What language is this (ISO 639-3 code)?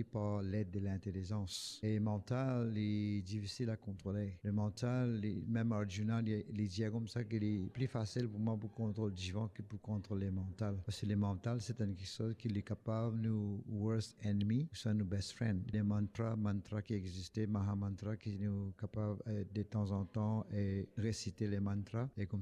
mfe